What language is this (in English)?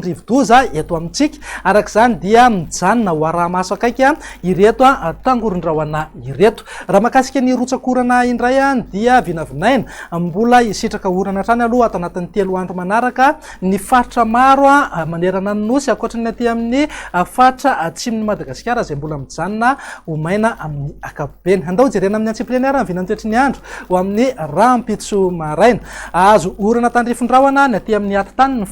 Malagasy